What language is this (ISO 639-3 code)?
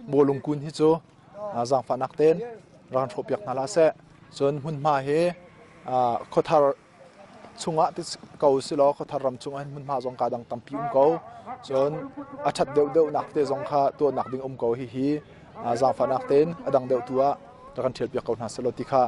cnh